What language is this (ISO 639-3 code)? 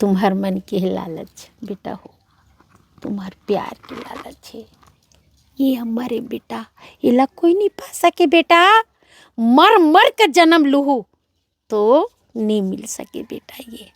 hne